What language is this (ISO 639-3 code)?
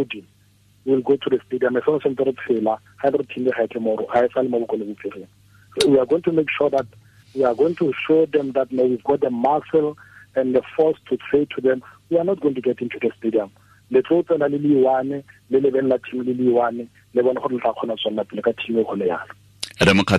tsn